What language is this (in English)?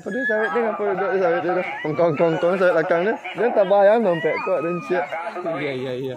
Minangkabau